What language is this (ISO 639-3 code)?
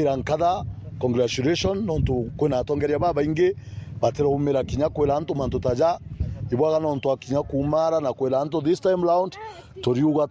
mer